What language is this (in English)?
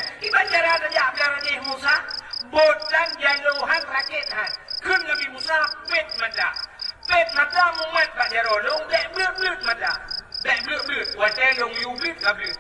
Achinese